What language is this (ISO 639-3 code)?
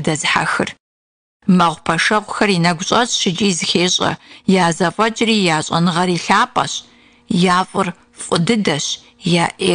kbd